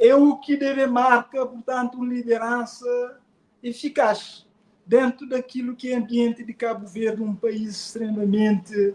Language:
Kabuverdianu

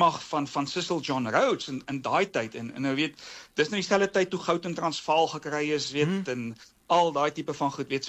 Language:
Afrikaans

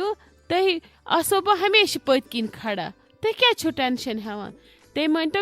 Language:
Kashmiri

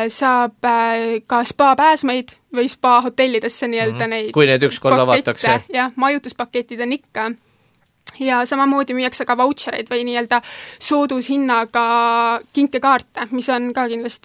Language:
Estonian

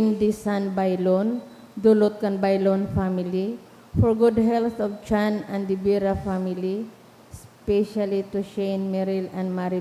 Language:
Bikol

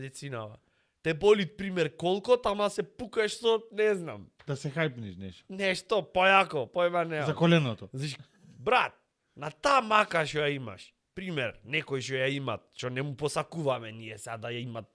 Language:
Macedonian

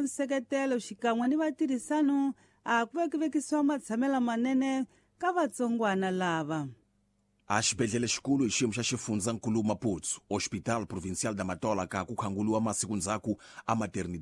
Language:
Tsonga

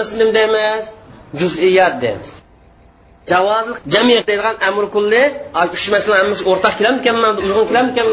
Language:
Uyghur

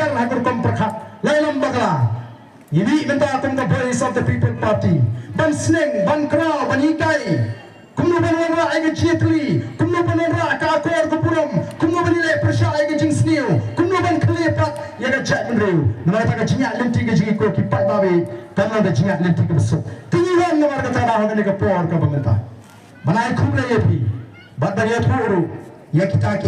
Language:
Khasi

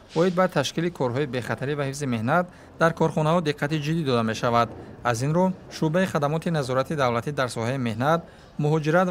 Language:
Tajik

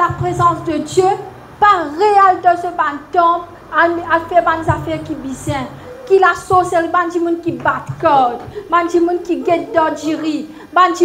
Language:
Morisyen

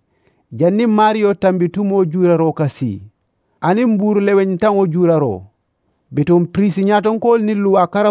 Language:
Mandingo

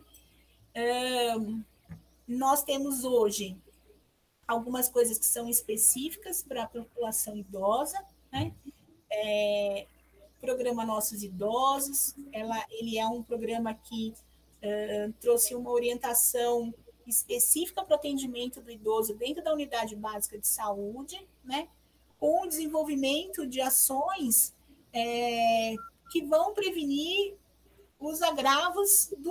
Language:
Portuguese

